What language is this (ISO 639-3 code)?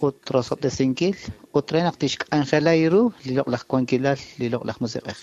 kek